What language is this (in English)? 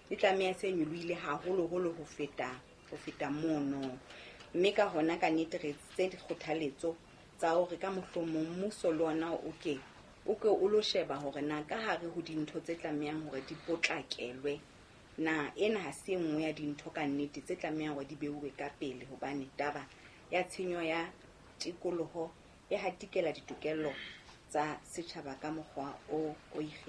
Southern Sotho